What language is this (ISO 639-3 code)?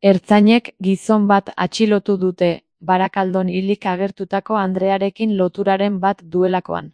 eus